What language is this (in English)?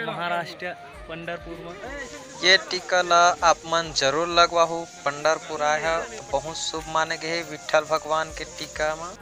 Chhattisgarhi